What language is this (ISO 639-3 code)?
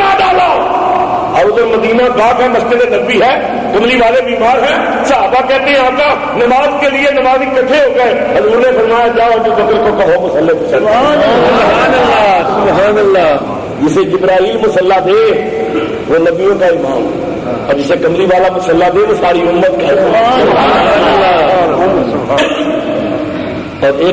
urd